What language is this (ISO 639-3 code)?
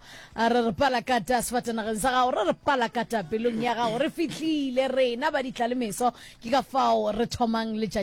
nso